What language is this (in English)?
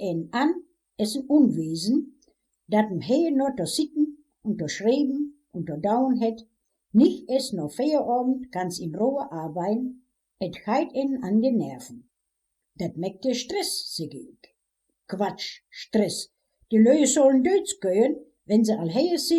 Westphalien